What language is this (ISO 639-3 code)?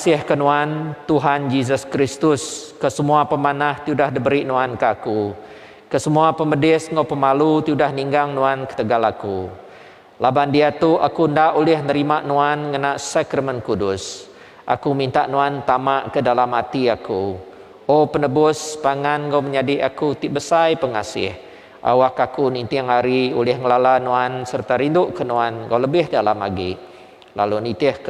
iba